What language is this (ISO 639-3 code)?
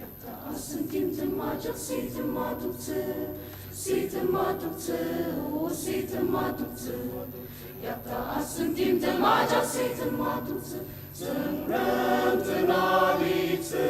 njo